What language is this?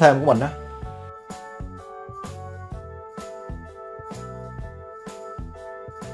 Vietnamese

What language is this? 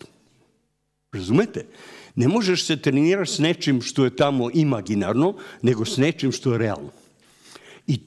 Serbian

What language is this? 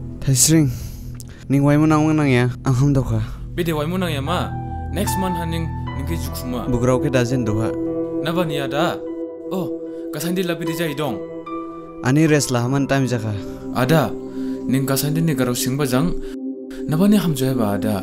Dimasa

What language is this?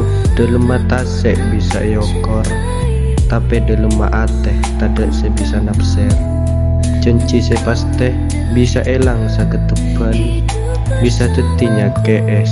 Madurese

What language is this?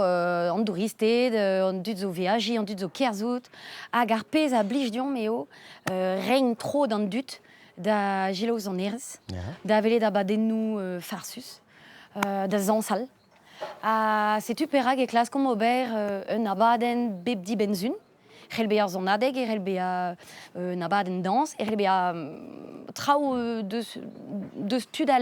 Breton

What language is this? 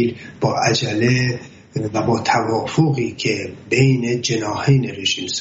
Persian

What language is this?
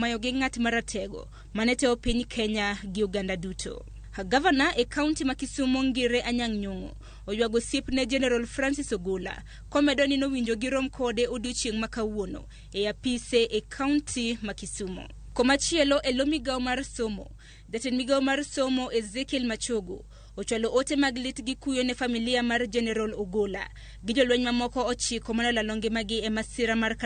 Luo (Kenya and Tanzania)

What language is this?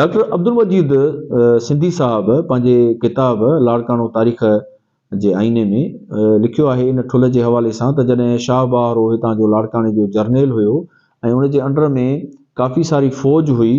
Sindhi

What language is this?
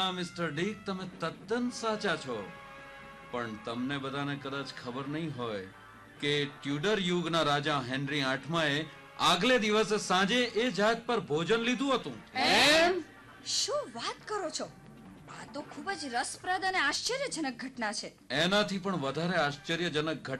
Gujarati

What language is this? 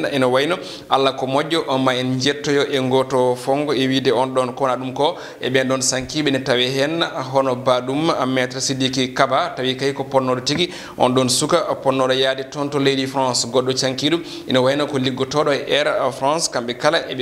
Fula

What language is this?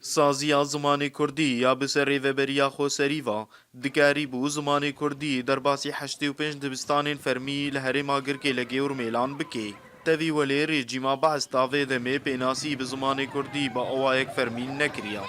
Kurdish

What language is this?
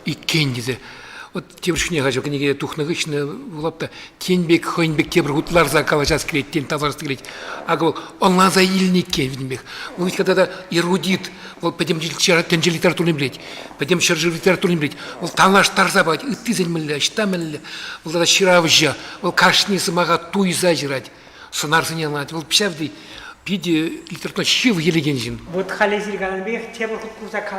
Chuvash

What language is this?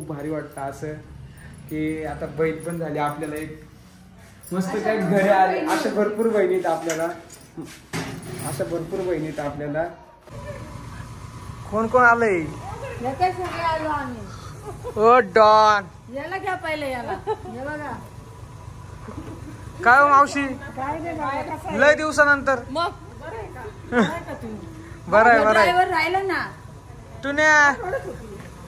Marathi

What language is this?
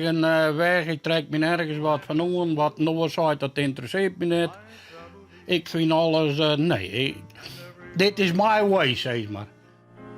Western Frisian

